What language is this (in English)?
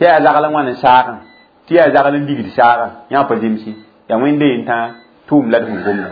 Mossi